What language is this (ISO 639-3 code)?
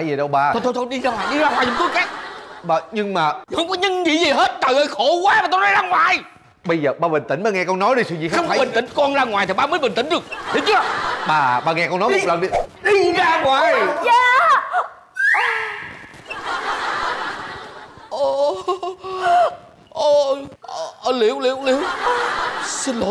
vie